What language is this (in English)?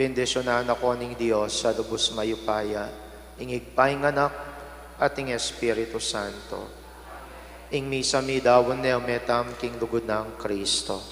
Pampanga